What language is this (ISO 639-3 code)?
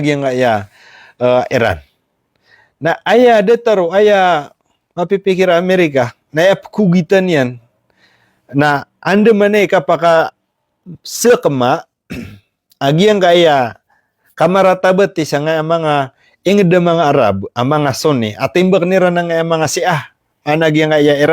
mrw